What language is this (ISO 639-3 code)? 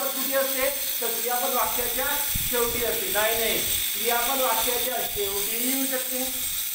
mar